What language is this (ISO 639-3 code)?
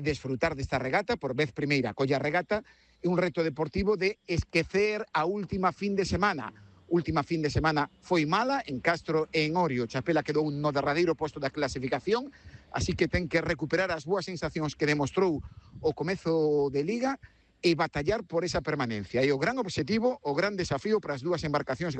glg